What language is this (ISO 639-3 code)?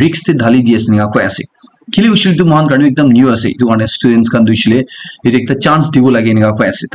nag